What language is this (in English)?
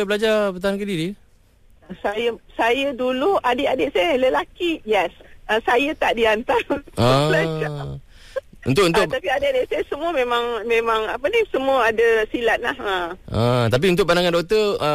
Malay